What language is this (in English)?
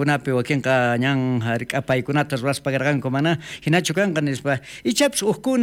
South Bolivian Quechua